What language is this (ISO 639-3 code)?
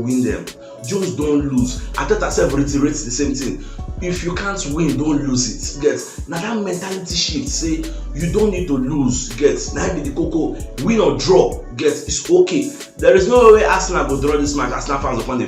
pcm